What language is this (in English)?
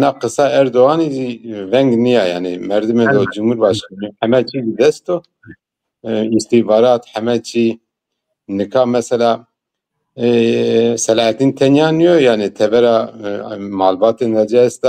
Zaza